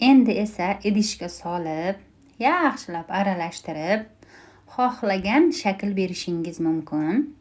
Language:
Uzbek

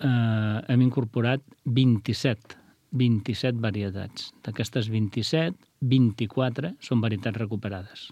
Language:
Catalan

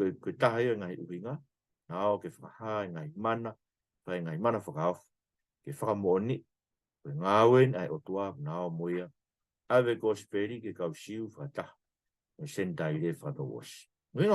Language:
Tongan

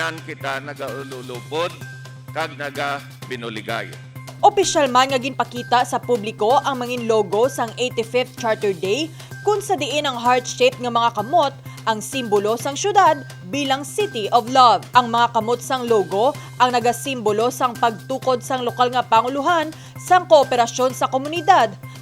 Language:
Hiligaynon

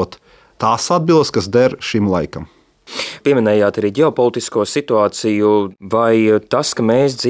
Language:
Latvian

